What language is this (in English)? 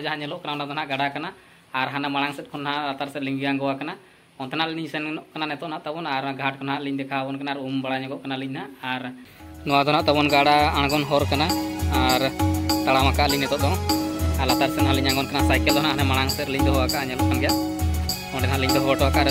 Santali